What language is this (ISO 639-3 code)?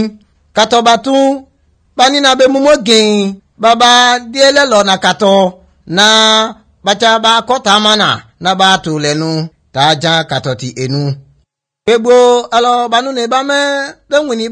yor